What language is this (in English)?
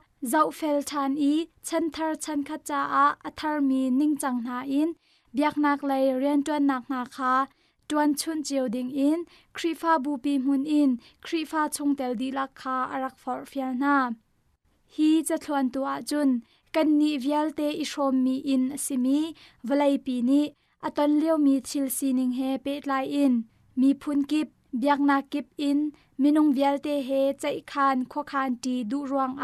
Hakha Chin